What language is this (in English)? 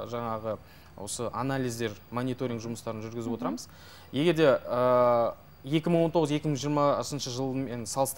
Kazakh